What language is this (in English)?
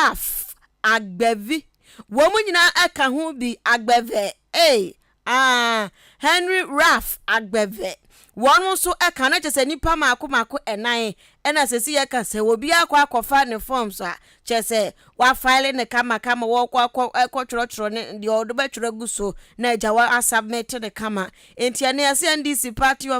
Akan